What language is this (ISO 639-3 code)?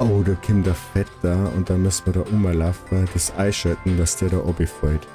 bar